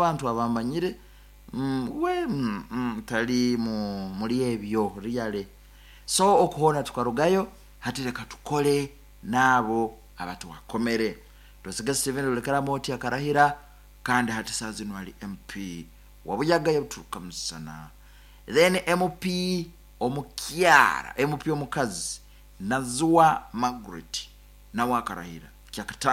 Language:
Nyoro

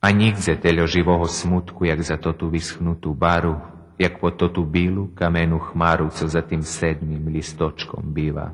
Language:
Rusyn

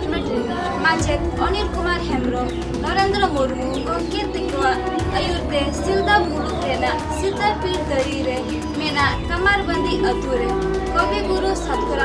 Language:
Santali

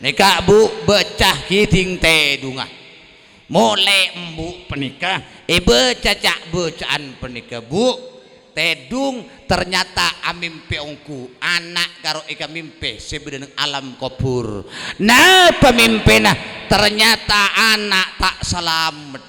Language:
Madurese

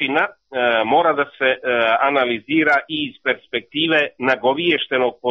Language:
Serbian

